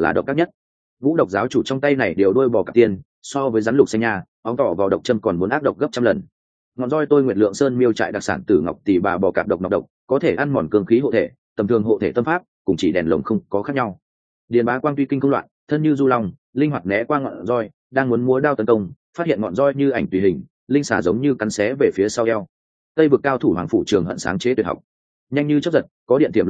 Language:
Vietnamese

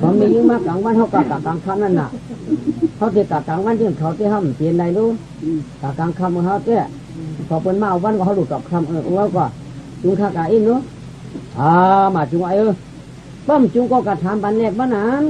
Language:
Shan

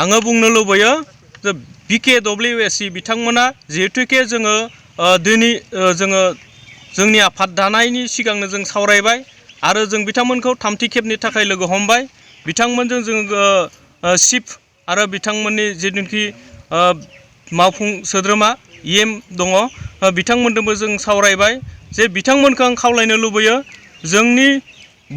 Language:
Bodo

